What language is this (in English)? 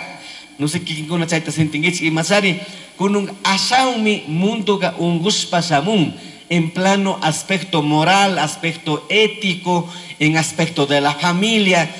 Chimborazo Highland Quichua